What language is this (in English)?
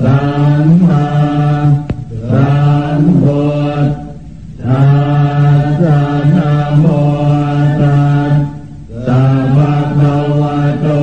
Pali